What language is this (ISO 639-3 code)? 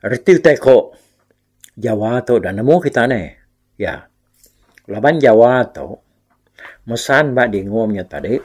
iba